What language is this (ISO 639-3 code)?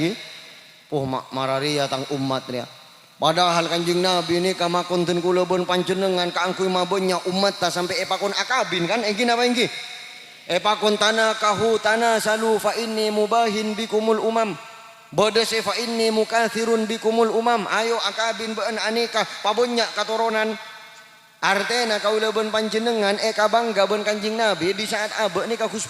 mad